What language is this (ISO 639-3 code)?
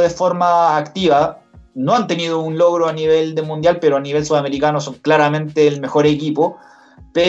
spa